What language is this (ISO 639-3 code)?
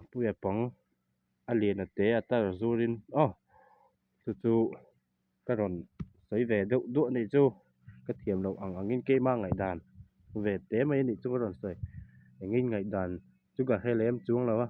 lus